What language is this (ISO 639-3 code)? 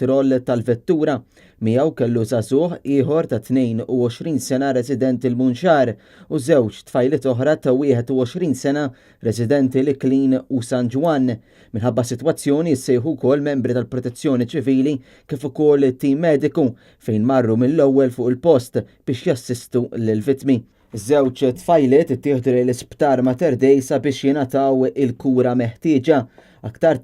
mlt